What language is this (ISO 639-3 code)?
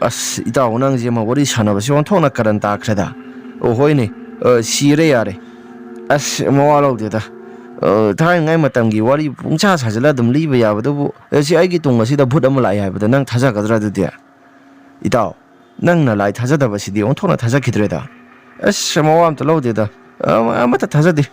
mni